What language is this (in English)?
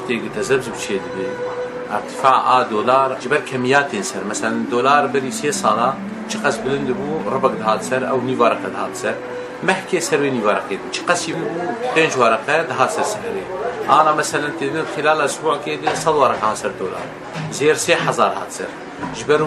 Kurdish